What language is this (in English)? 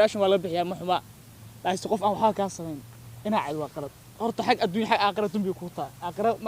Somali